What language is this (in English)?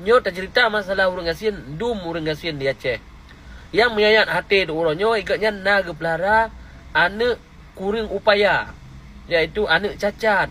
Achinese